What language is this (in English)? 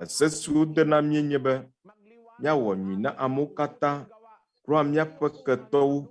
Ewe